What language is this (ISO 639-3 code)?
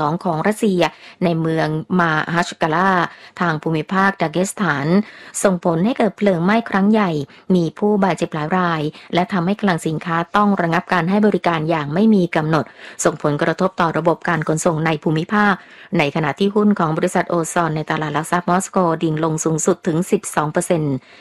tha